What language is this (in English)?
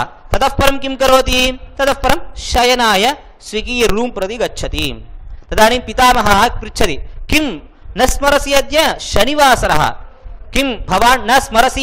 Sanskrit